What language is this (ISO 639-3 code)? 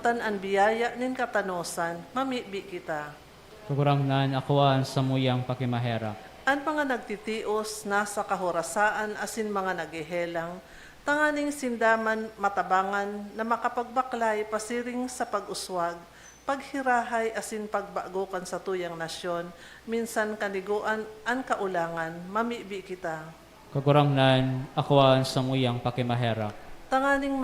bik